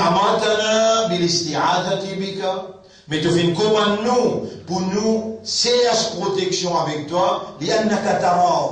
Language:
Morisyen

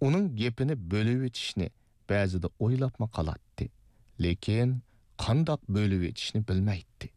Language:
Uyghur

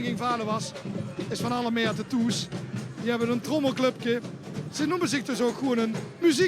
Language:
Limburgish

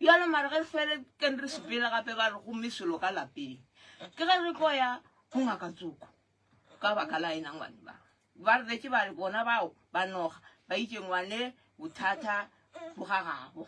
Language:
Northern Sotho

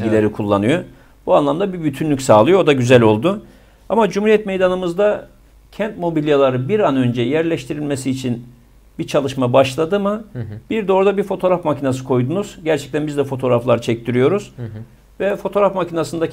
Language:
Turkish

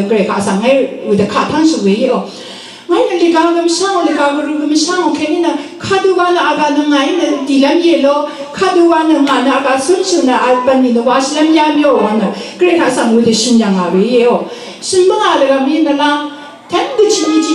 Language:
Rawang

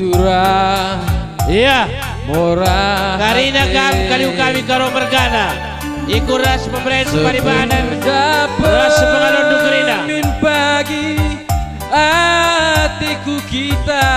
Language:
Batak Karo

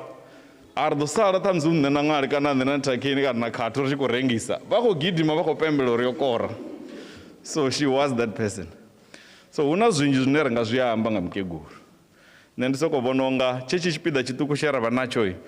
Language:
Venda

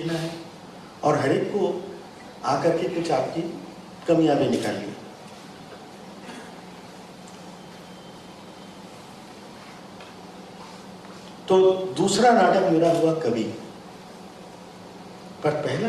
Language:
Hindi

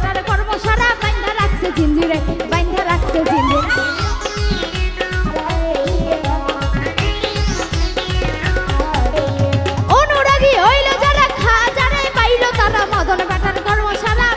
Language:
Bangla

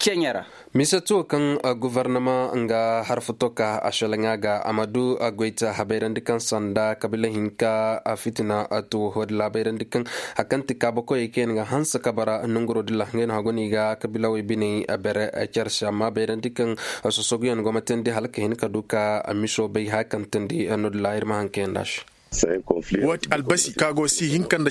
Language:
Koyraboro Senni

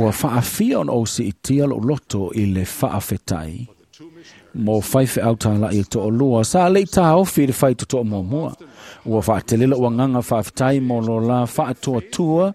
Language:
Samoan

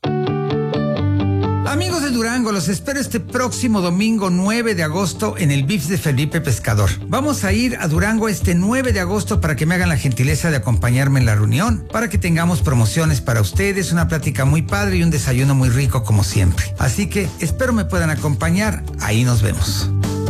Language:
Spanish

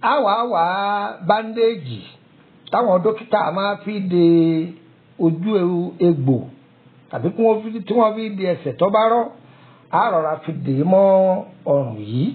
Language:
Yoruba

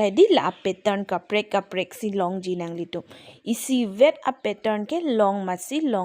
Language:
Karbi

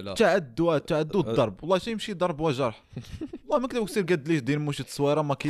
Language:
Moroccan Arabic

